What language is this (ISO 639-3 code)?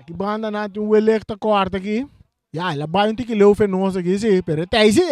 pap